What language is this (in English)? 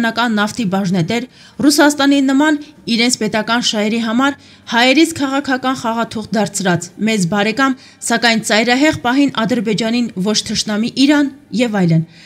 Armenian